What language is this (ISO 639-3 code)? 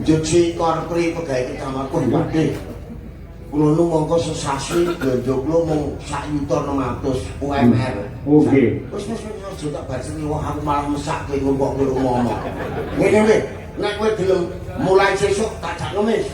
jav